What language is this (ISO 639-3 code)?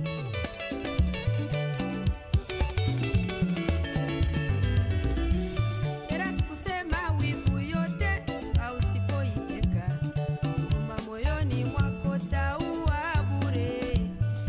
swa